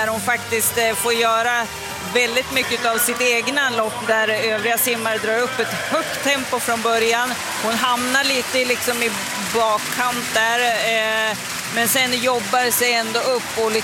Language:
Swedish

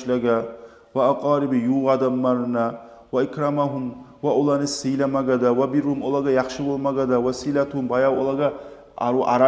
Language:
Kumyk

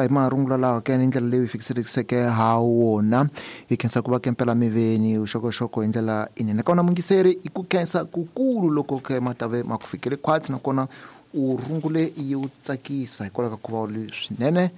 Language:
Tsonga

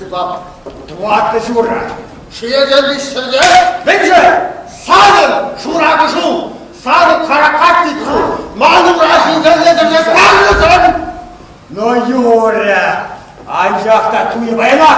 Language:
Chuvash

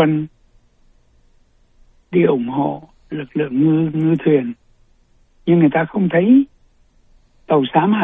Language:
Vietnamese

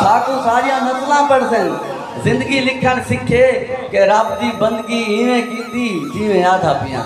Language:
Saraiki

